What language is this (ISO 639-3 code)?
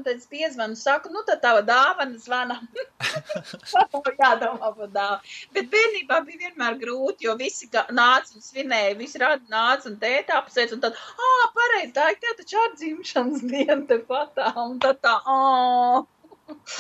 lav